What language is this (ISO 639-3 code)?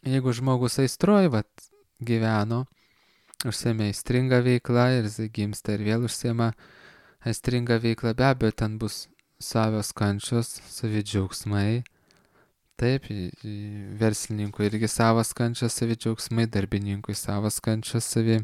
lit